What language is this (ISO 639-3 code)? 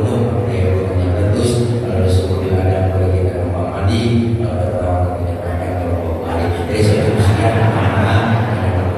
bew